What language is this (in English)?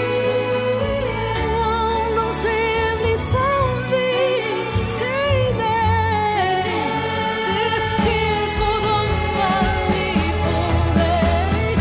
Swedish